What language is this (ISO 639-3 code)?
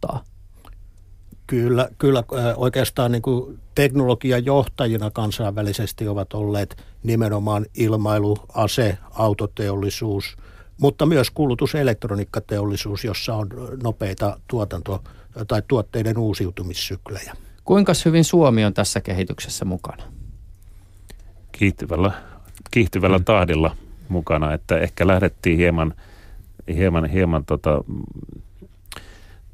fin